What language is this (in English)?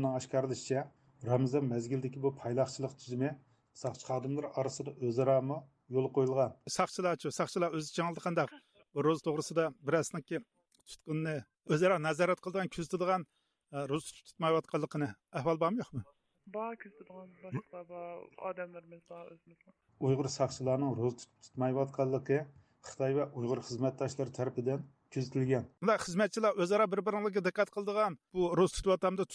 Uyghur